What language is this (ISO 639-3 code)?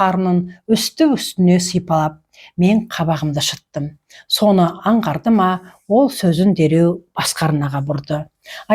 kaz